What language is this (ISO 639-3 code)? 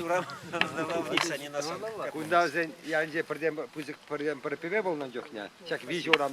chv